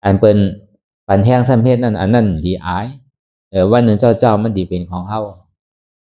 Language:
Shan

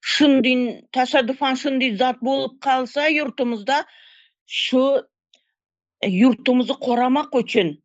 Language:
Turkmen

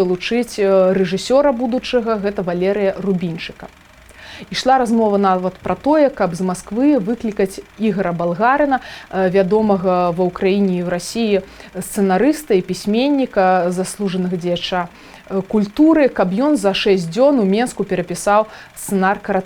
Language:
Belarusian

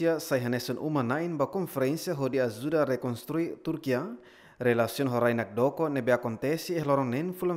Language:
Tetum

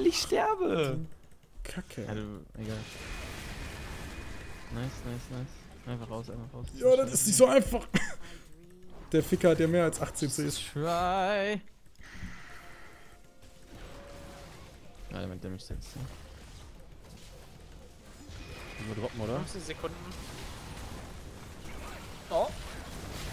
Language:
German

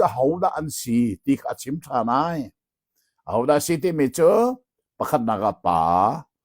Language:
Hakha Chin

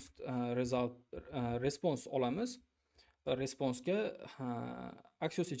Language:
Uzbek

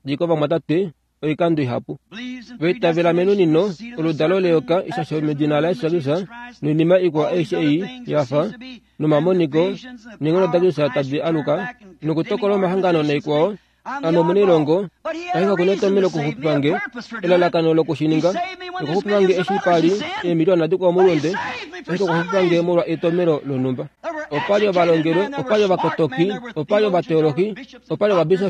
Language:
Kuanyama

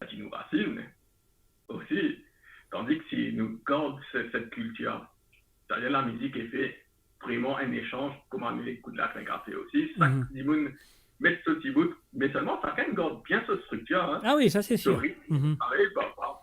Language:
Morisyen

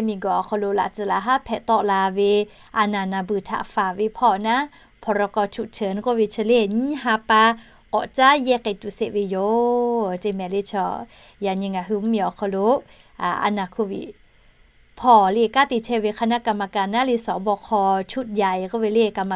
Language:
Lahu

